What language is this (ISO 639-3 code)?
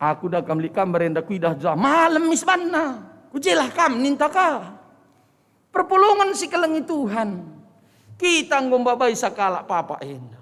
btx